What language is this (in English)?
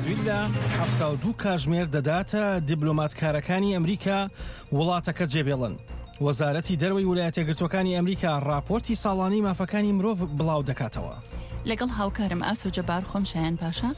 Central Kurdish